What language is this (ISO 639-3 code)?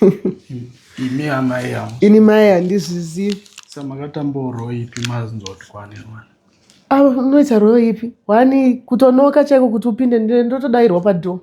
sna